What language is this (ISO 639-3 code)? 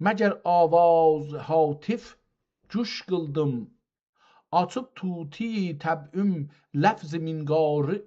azb